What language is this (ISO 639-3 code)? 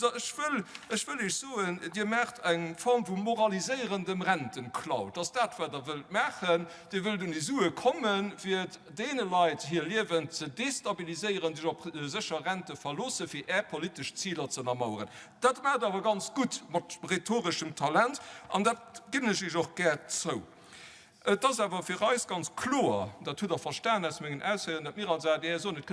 ltz